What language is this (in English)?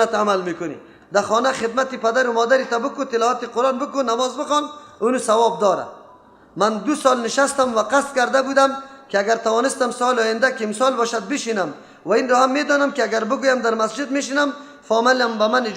Persian